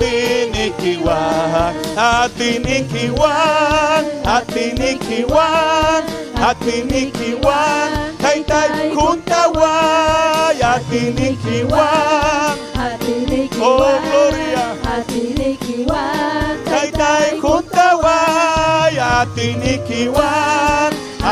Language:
Ayacucho Quechua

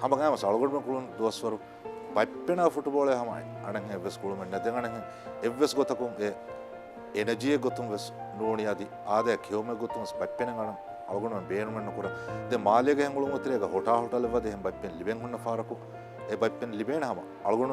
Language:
Divehi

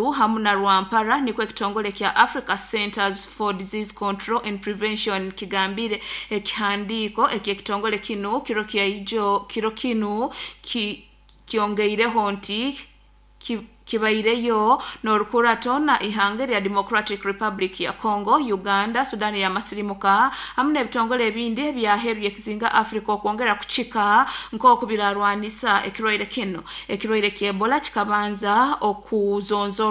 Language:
Nyoro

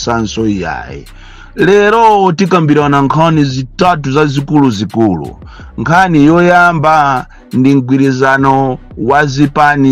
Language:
Nyanja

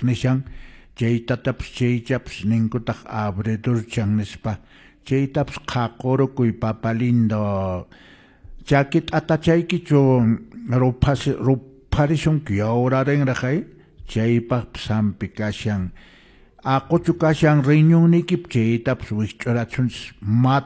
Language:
Quechua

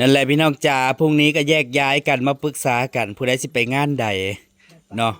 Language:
Northeastern Thai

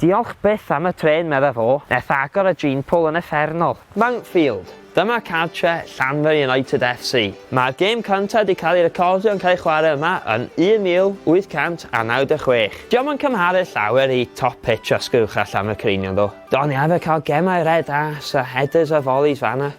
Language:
Welsh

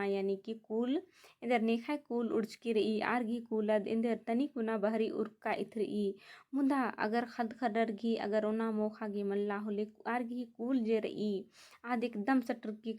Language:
Kurukh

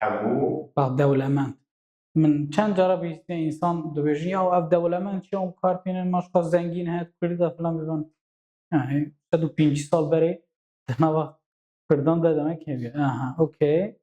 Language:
Kurdish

